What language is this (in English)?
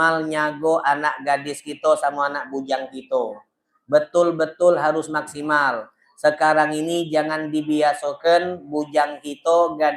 Musi